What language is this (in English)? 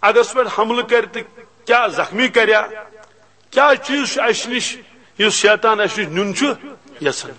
Kashmiri